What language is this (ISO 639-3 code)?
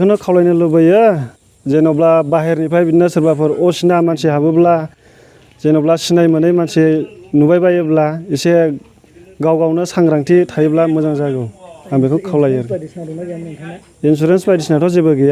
brx